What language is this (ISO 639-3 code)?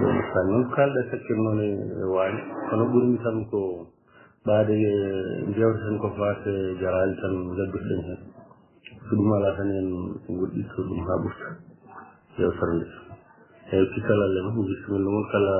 ful